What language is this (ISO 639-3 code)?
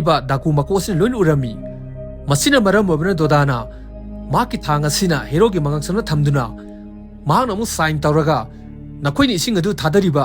mni